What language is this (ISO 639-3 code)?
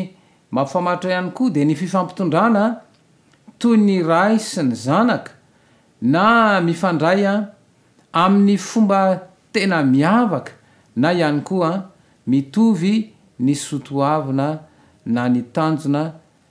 mlg